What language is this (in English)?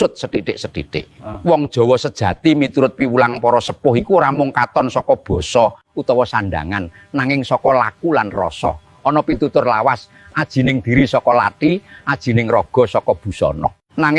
Javanese